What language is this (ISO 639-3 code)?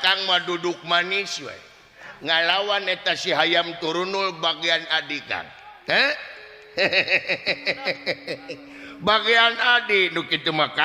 sun